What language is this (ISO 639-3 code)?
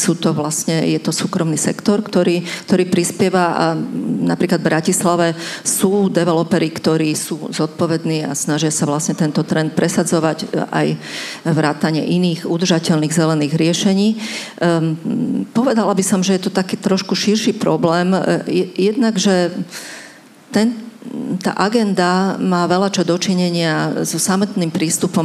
slk